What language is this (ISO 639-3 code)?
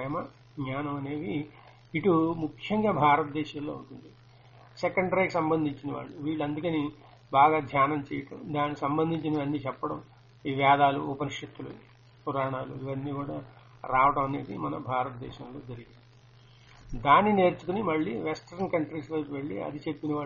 tel